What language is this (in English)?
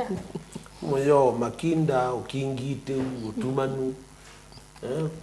Kamba